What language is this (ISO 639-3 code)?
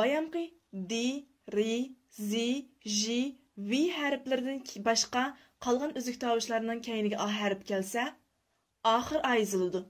uig